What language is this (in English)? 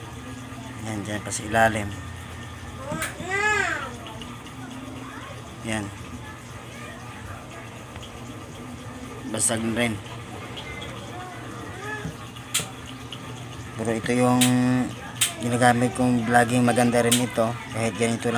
Filipino